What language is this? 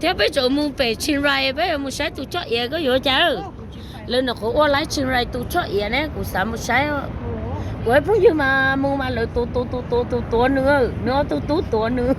Hmong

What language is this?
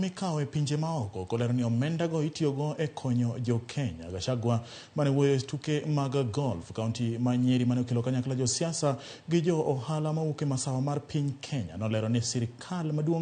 Luo (Kenya and Tanzania)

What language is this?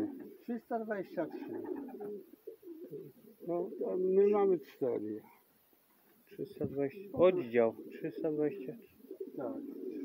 Polish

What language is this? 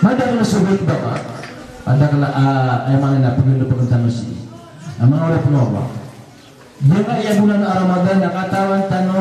Maranao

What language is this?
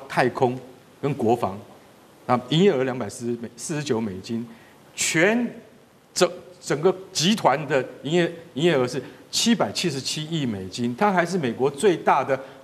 Chinese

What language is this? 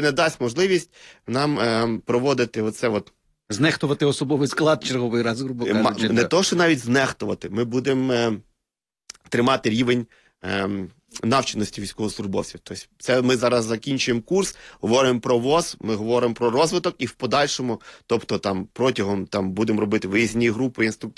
Ukrainian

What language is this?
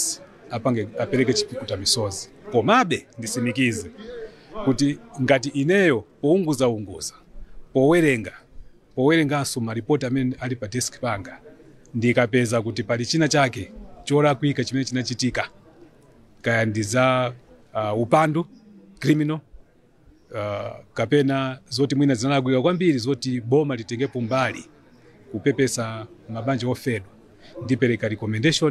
Nyanja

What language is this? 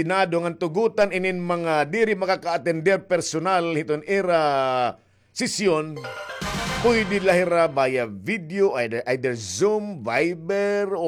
Waray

